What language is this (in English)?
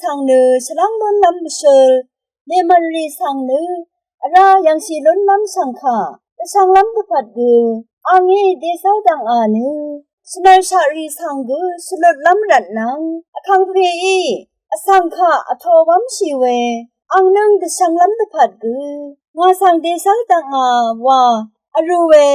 Rawang